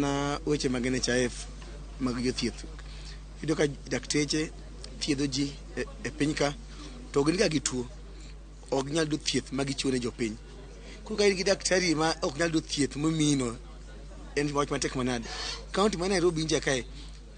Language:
Luo (Kenya and Tanzania)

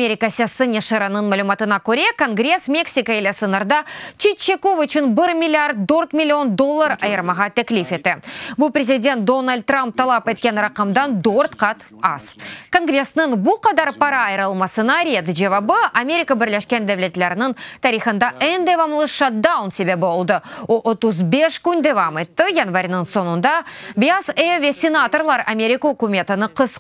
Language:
Crimean Tatar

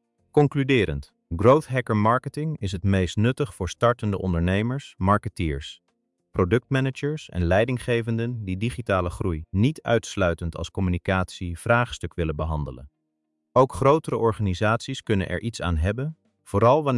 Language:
Dutch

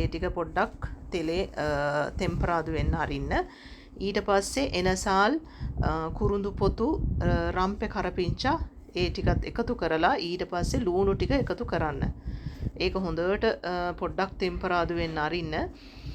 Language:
Sinhala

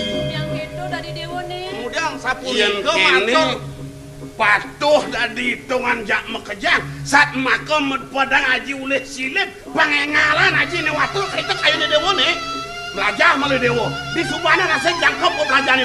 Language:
Balinese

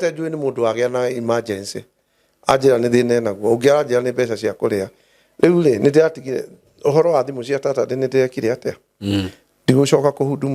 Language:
Kikuyu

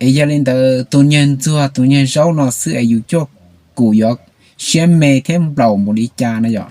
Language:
Hmong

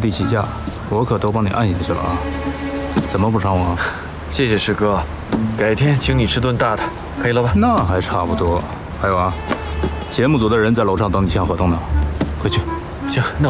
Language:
Chinese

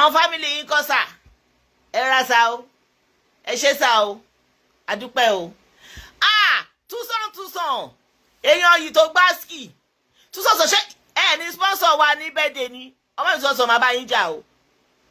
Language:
Yoruba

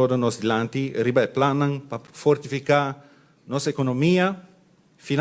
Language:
Papiamento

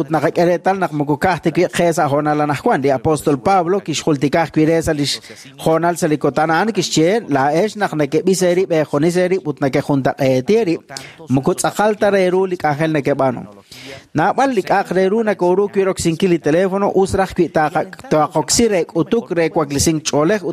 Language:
Kekchí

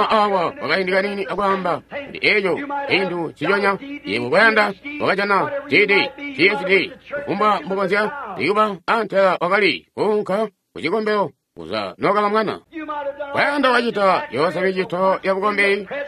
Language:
Tonga (Zambia)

